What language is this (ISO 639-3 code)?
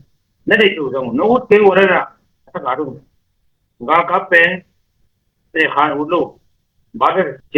ctd